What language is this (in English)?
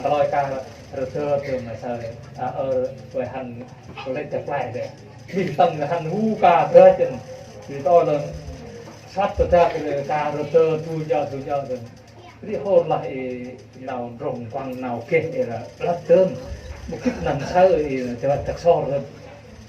Central Mnong